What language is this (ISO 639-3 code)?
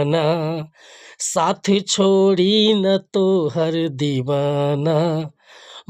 bho